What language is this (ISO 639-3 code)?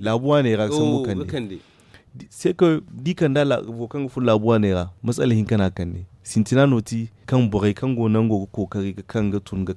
dje